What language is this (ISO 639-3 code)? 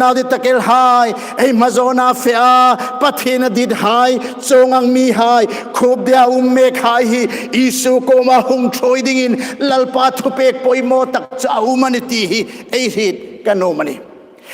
hmr